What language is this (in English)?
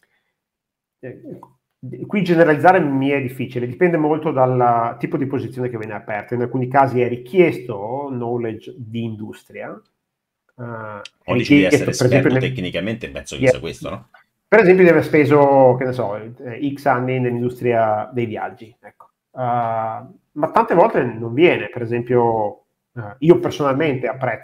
Italian